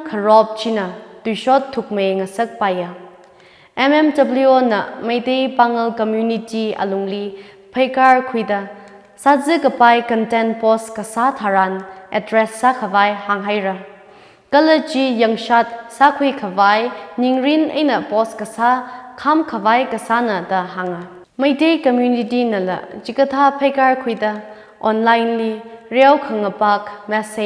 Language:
Tangkhul Naga (India)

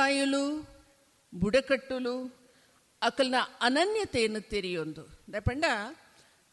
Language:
Tulu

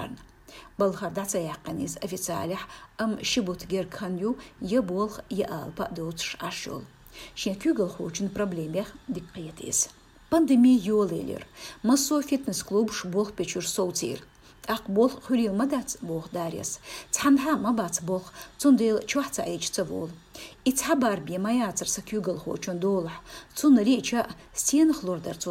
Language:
Chechen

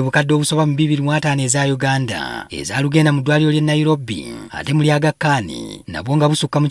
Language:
Ganda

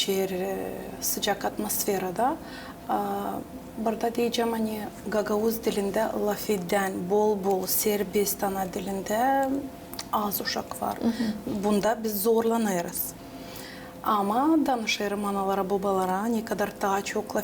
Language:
Gagauz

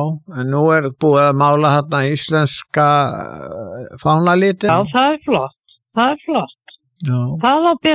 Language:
Icelandic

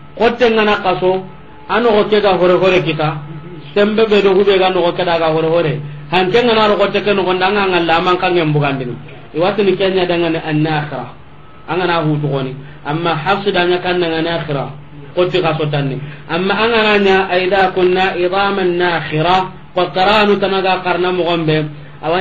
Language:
Soninke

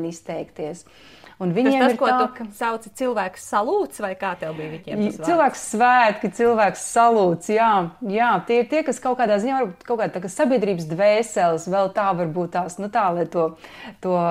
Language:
Latvian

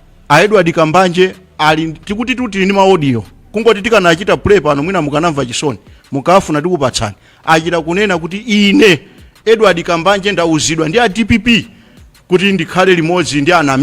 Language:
Nyanja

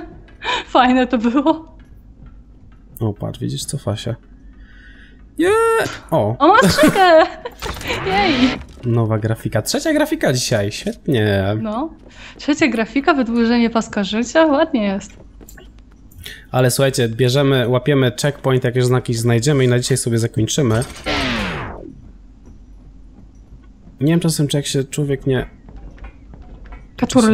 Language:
Polish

